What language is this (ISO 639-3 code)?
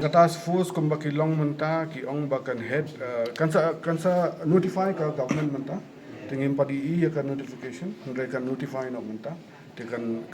kha